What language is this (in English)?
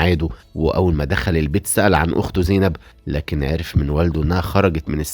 Egyptian Arabic